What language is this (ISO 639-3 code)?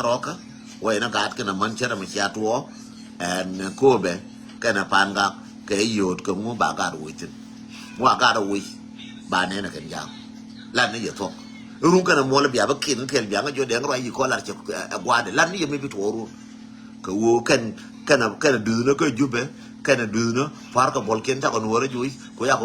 nus